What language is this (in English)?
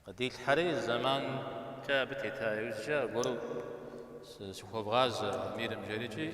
Kabardian